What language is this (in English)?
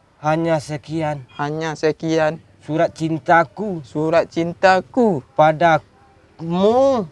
Minangkabau